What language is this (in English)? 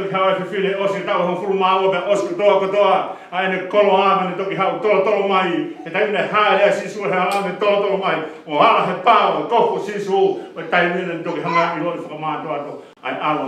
Tongan